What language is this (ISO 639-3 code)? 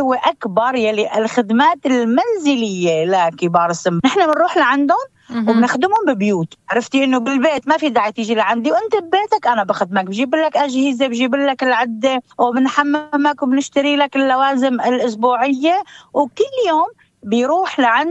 apc